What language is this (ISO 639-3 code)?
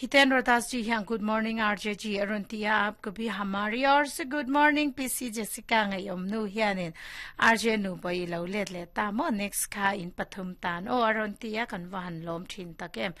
lus